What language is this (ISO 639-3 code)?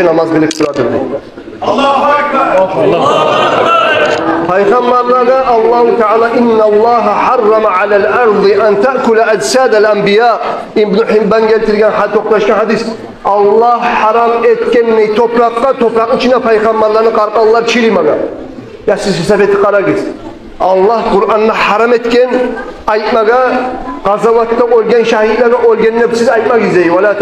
kum